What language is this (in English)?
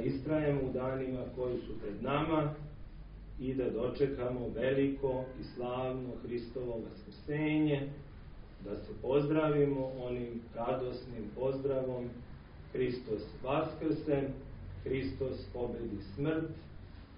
Serbian